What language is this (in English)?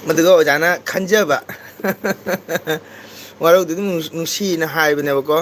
Manipuri